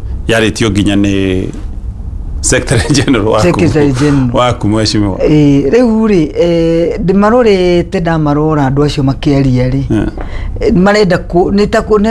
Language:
Kikuyu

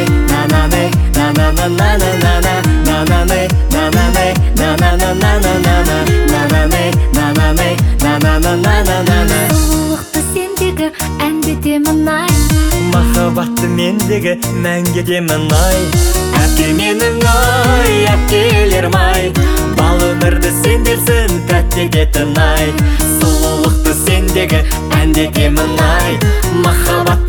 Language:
Kazakh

